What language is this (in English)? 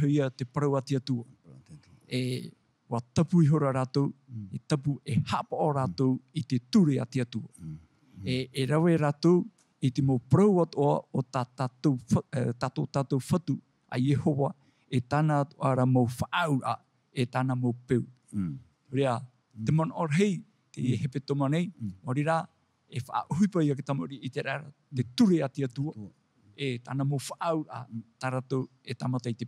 Tahitian